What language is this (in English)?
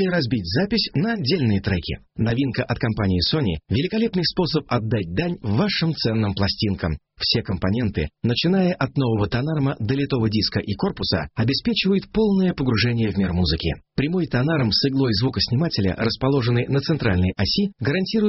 Russian